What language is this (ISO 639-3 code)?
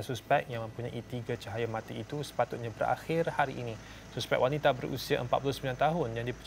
msa